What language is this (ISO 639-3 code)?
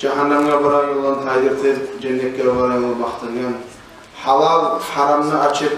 kum